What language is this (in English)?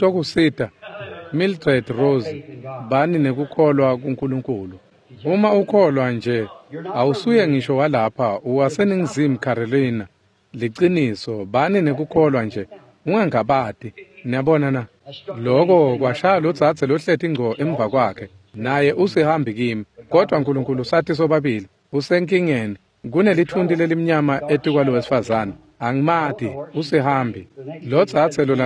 Swati